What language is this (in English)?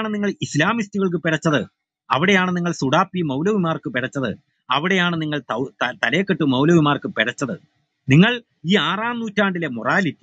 Malayalam